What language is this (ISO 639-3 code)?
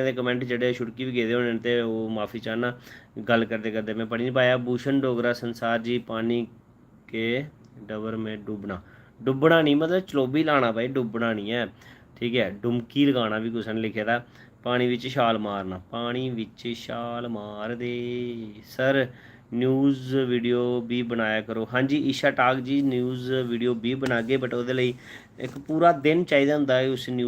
doi